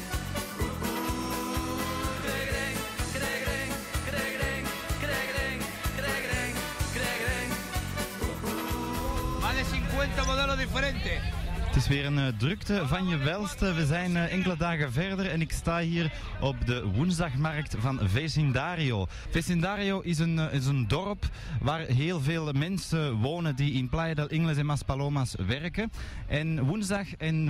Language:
Dutch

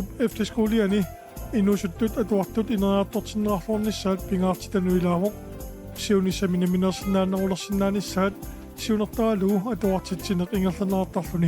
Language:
Kalaallisut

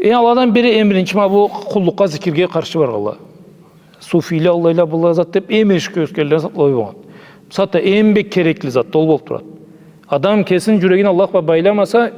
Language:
Karachay-Balkar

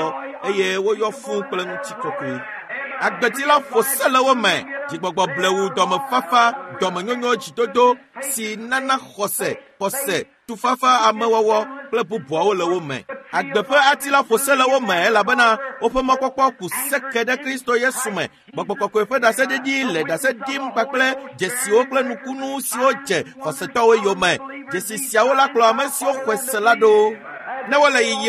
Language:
Ewe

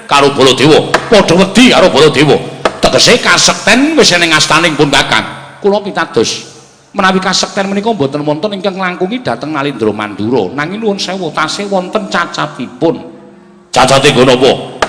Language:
Javanese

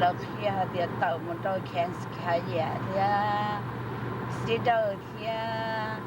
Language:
Hmong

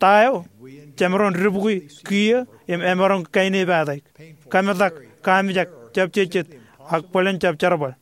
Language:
Marshallese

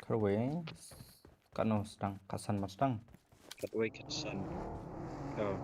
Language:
Khasi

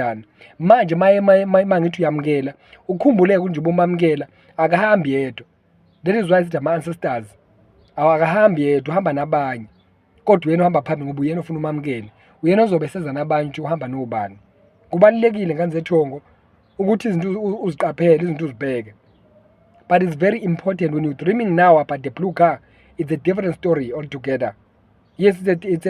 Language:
Zulu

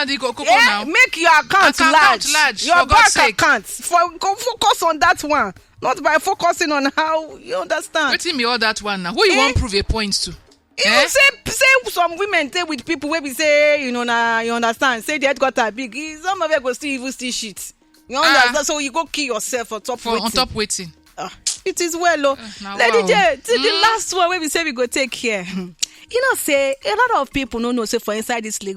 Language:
Nigerian Pidgin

